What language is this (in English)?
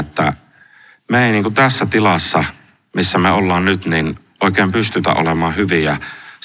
Finnish